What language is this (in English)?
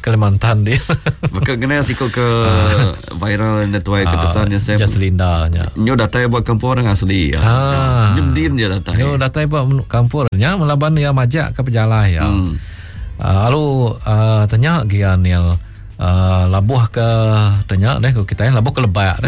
Iban